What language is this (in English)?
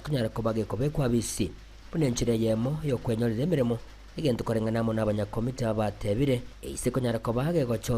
Gusii